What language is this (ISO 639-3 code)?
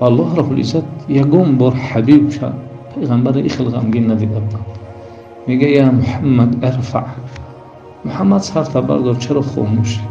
tgk